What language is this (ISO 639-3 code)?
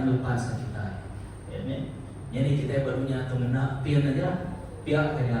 iba